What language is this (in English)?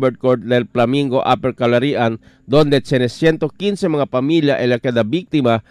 Chavacano